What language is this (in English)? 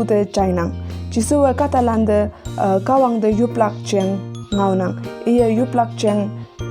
Konyak Naga